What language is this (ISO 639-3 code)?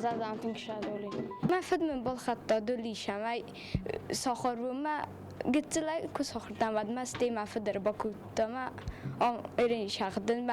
oss